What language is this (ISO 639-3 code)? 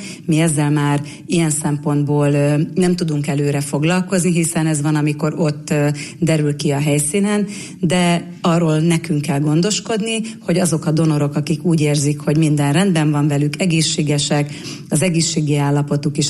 hun